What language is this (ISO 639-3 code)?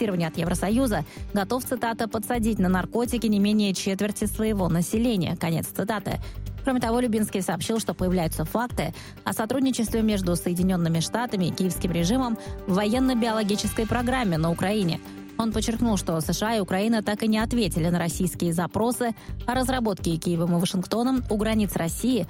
rus